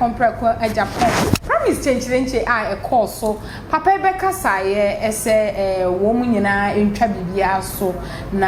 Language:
Akan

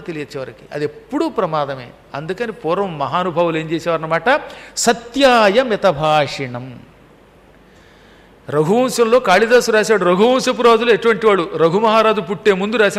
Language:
Telugu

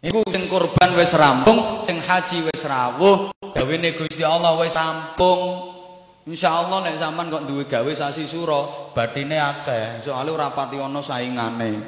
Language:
Javanese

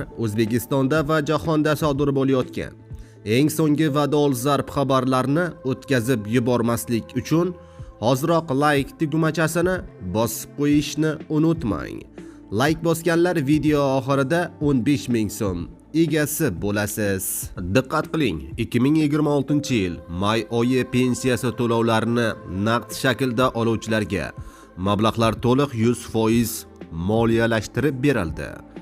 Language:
Uzbek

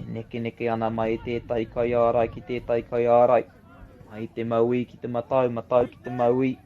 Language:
Māori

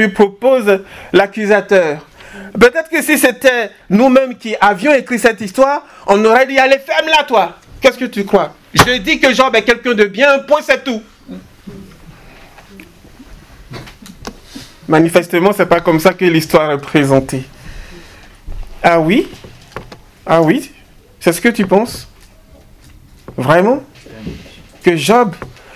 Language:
French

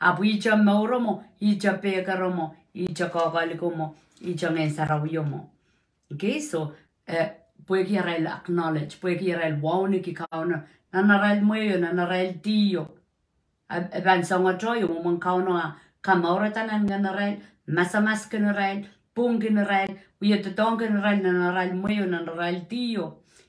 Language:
Pohnpeian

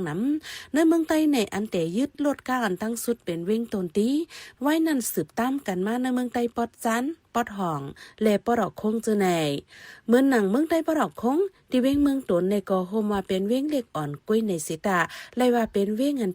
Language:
Shan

